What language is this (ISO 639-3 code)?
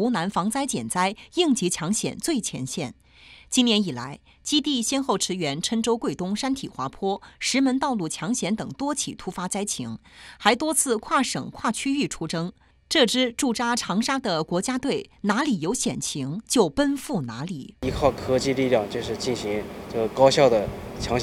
zho